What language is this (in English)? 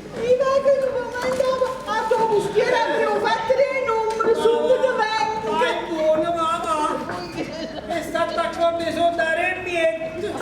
Neapolitan